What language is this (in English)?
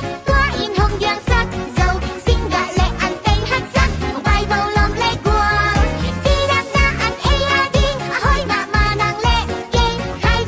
Tedim Chin